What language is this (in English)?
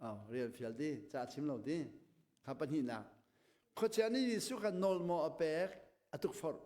Hakha Chin